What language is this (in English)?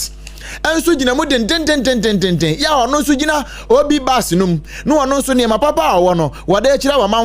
Akan